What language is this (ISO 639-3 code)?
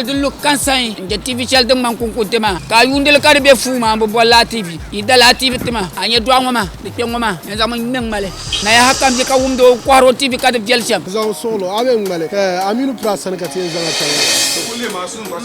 dag